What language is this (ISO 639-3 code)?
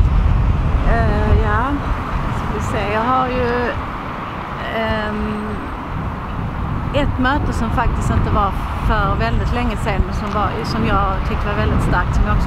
swe